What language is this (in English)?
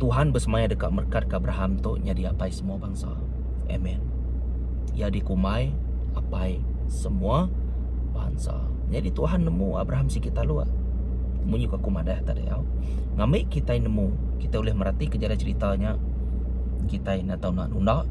Iban